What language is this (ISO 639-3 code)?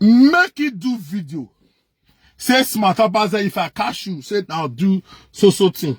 pcm